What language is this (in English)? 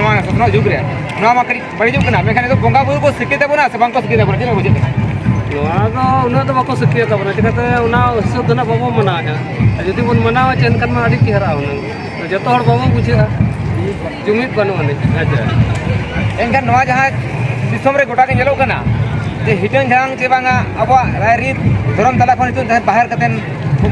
Santali